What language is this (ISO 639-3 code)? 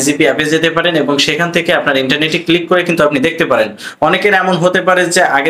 ben